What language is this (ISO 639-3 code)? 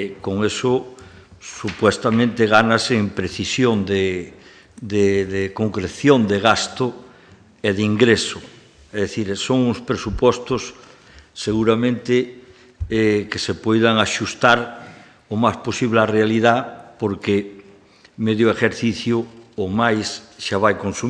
glg